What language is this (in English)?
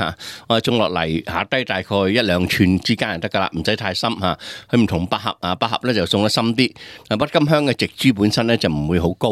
Cantonese